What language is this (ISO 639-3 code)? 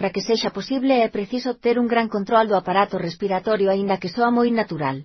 glg